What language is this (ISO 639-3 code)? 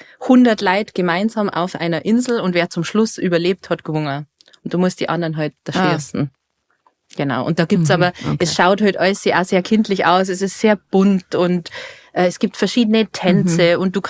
bar